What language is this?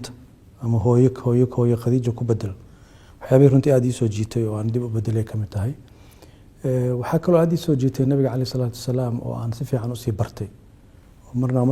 Somali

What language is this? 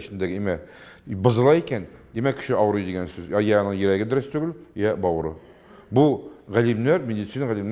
Tatar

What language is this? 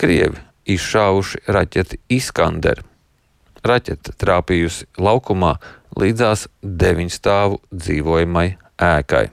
Latvian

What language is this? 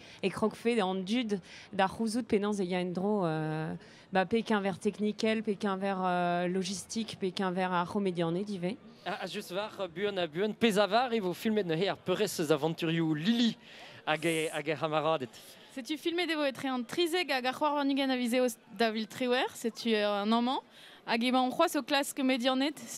Breton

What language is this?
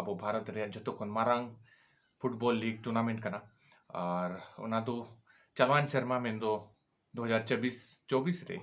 Santali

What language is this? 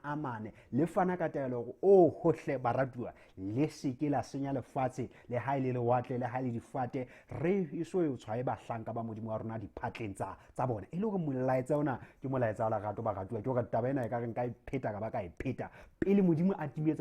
Southern Sotho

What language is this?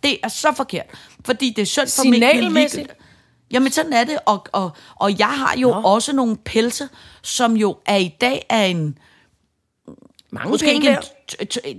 Danish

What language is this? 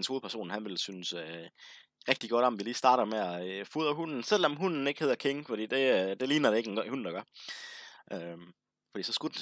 Danish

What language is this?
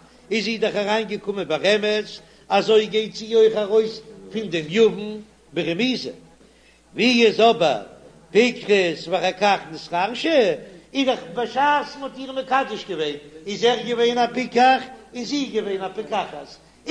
Yiddish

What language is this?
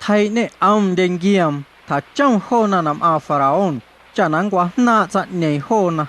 Guerrero Amuzgo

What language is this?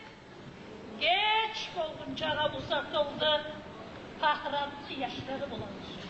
Kumyk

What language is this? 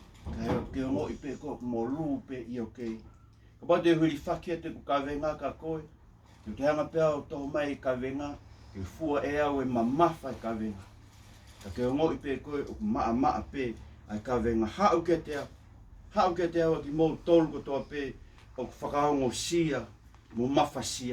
Tongan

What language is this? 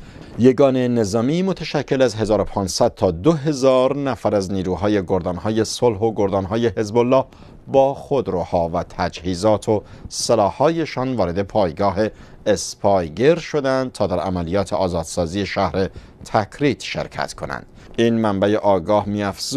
Persian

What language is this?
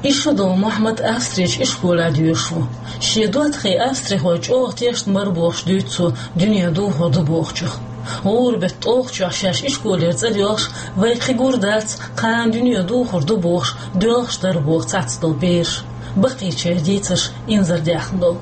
Chechen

